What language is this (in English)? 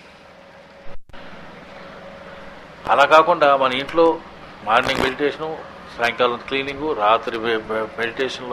Telugu